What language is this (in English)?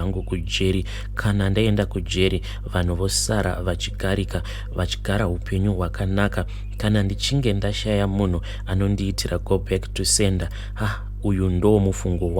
Shona